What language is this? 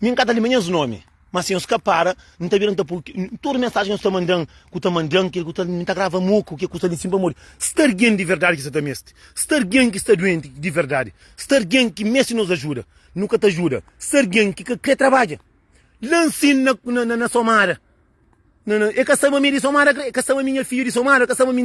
Kabuverdianu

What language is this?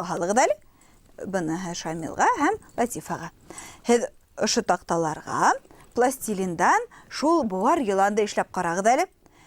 Bashkir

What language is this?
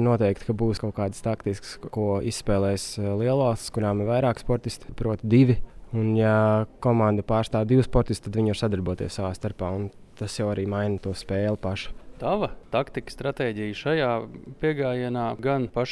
Latvian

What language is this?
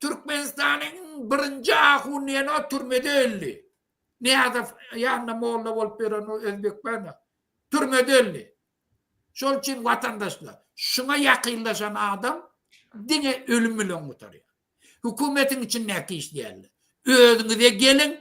Turkmen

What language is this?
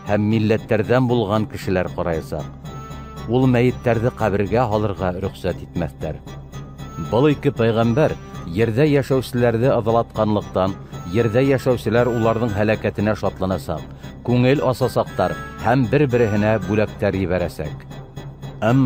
Bashkir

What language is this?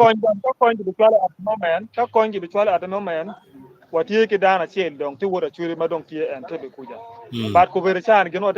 Acoli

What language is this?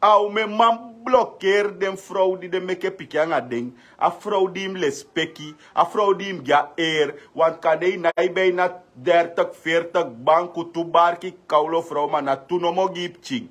Sranan Tongo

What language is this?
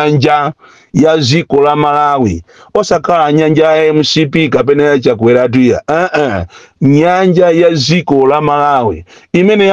Nyanja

